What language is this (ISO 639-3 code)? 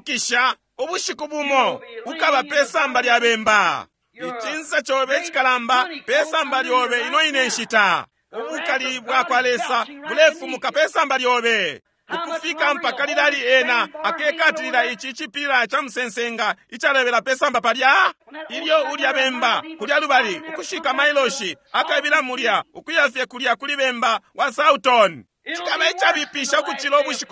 bem